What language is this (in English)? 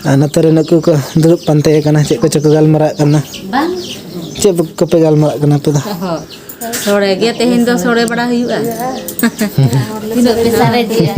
Santali